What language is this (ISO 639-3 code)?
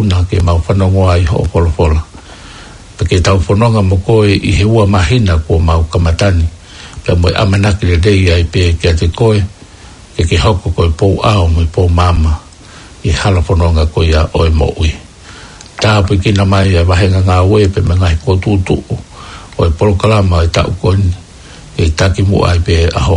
ton